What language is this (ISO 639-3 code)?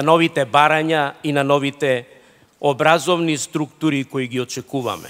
mkd